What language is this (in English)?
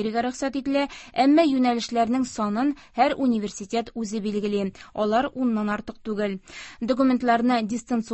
Tatar